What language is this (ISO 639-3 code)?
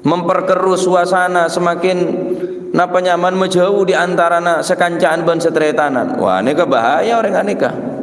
mad